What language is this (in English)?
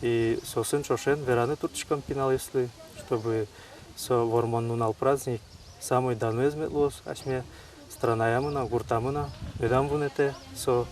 Udmurt